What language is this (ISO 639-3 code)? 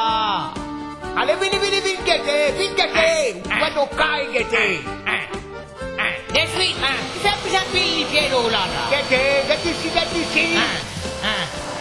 mfe